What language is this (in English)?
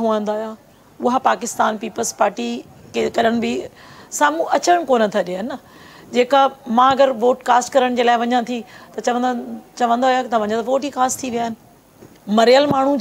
Sindhi